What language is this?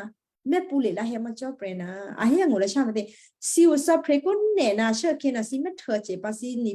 Western Kayah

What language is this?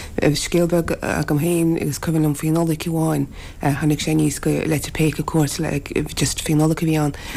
Irish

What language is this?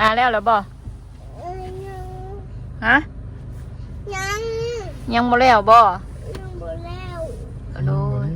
Northeastern Thai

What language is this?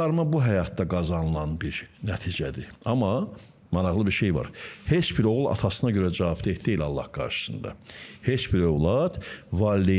Azerbaijani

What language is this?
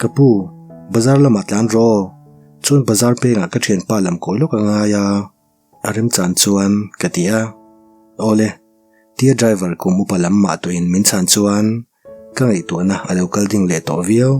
Mizo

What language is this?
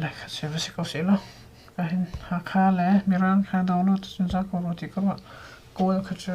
Hakha Chin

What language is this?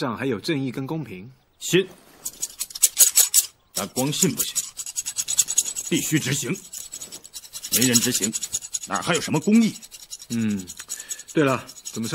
Chinese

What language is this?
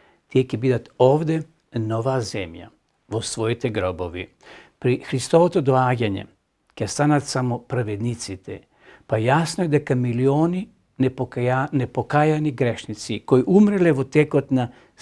Macedonian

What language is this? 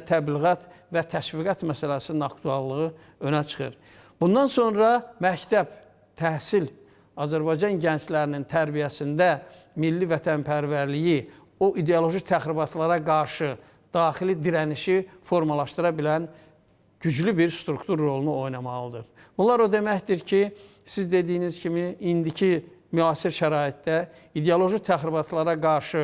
Azerbaijani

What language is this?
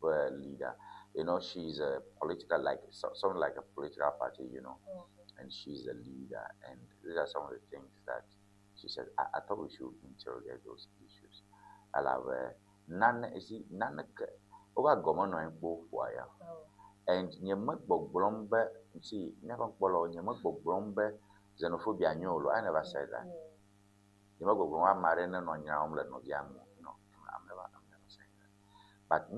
Ewe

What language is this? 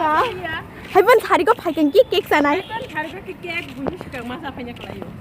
Kok Borok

